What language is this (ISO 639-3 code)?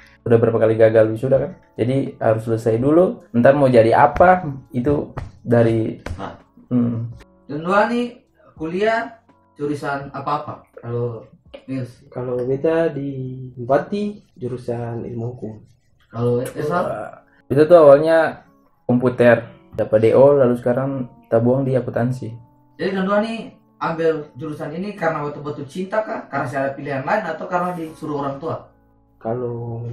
abs